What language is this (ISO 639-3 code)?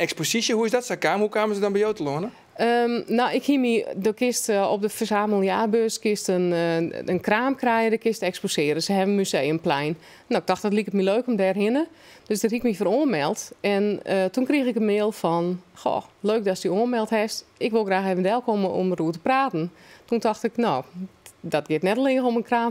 fry